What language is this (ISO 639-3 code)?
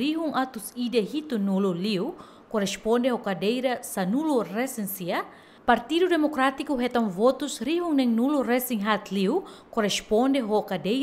tet